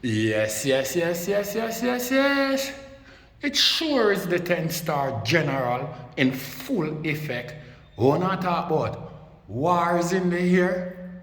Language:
Jamaican Creole English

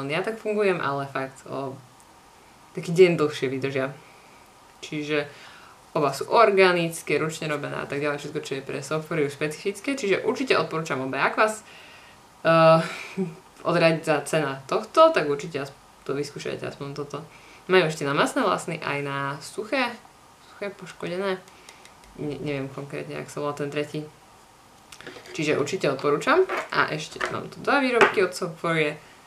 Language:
Slovak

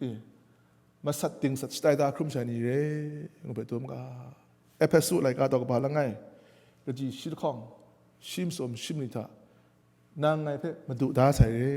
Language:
Kachin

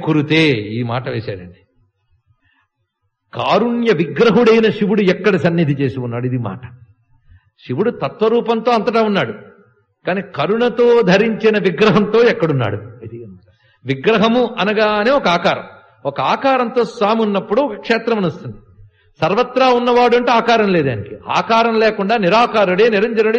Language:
Telugu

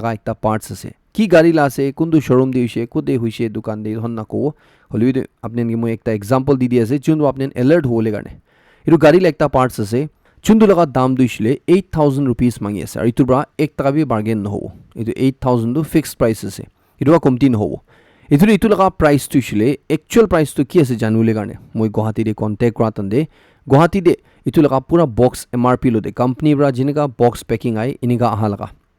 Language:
Naga Pidgin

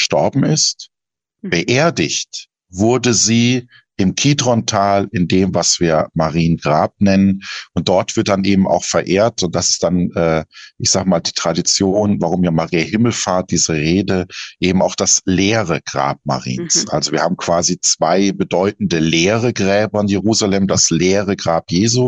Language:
German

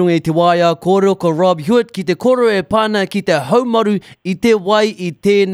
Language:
Māori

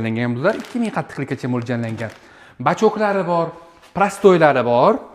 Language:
Uzbek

